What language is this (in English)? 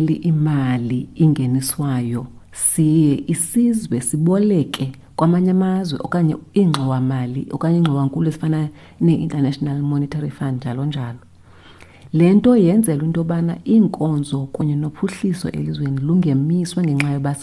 Xhosa